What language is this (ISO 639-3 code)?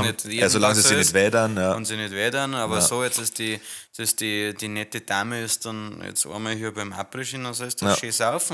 bar